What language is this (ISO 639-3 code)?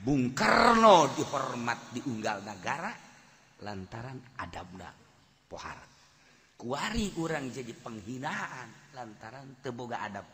sun